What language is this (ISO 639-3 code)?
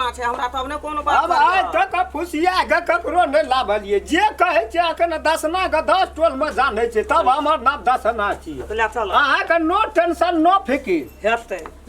mai